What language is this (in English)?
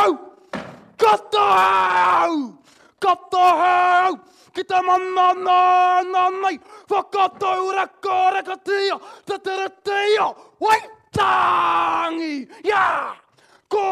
Māori